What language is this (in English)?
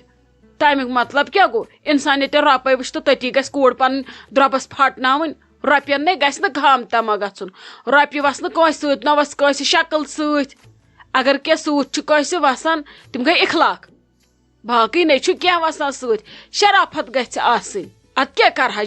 Kashmiri